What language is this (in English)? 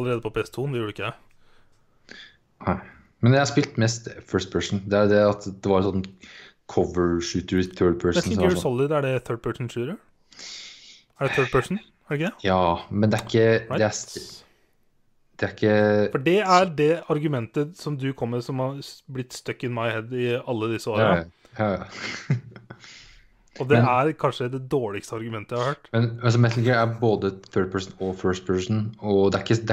Norwegian